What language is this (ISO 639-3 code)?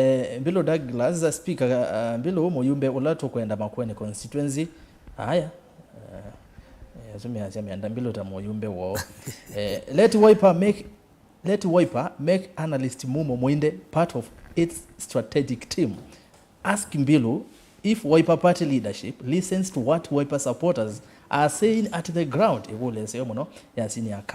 kam